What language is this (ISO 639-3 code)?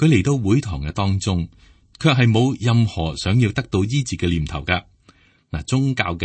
yue